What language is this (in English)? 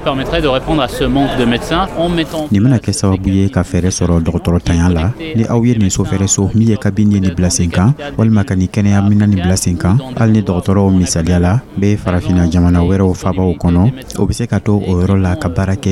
Dyula